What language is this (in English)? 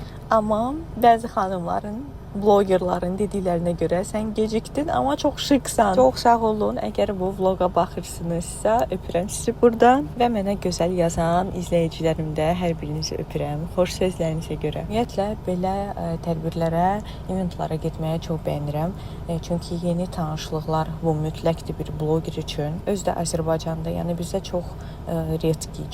Azerbaijani